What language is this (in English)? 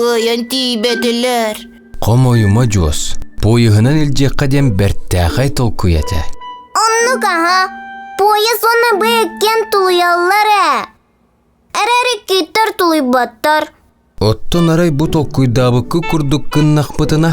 Yakut